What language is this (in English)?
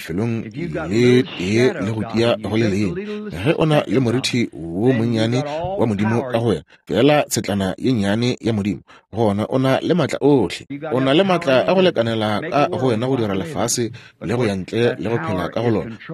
Northern Sotho